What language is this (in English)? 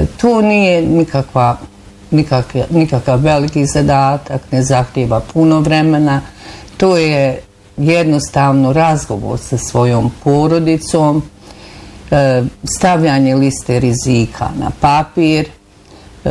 Bosnian